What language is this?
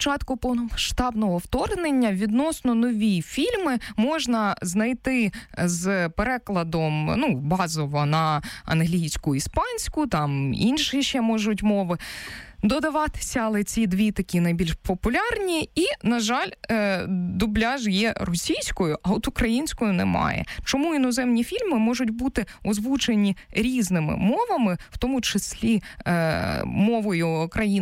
Ukrainian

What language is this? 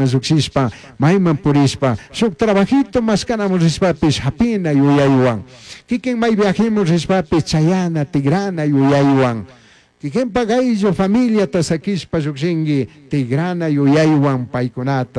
Chimborazo Highland Quichua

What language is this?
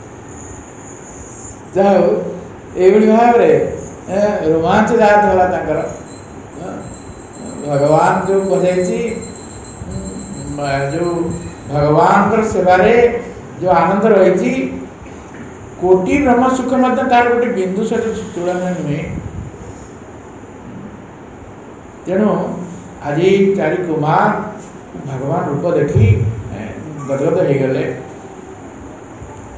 Odia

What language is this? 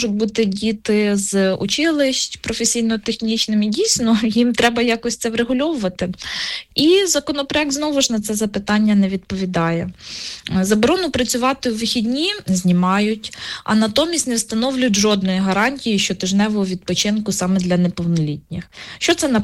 Ukrainian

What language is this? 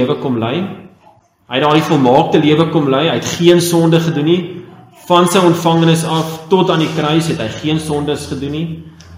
Afrikaans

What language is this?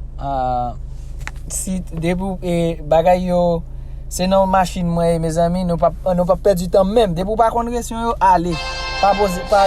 Haitian Creole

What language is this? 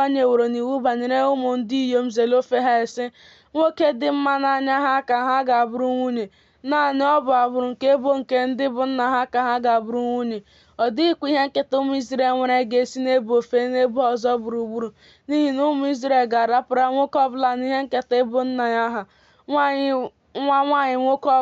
Igbo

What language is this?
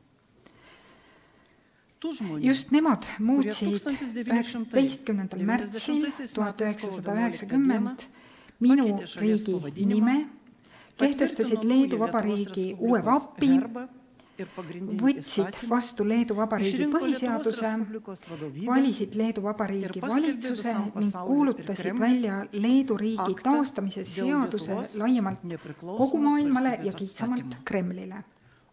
Estonian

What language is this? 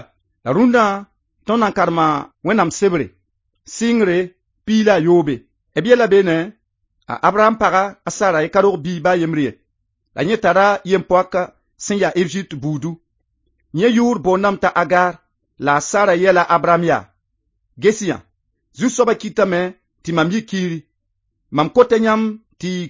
Mossi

